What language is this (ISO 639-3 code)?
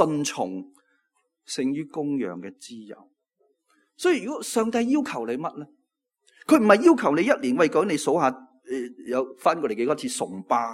yue